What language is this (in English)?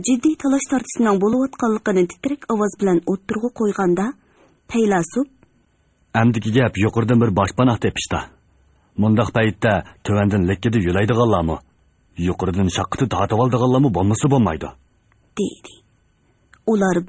Uyghur